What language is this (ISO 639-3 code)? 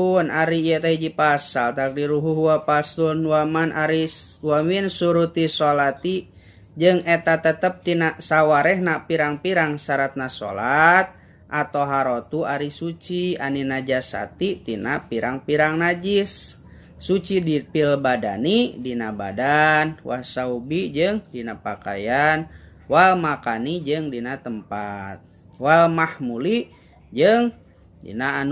sun